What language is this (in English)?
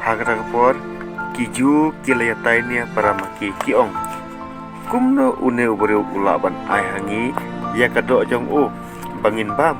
Khasi